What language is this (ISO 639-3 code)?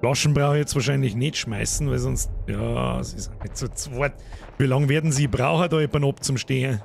bar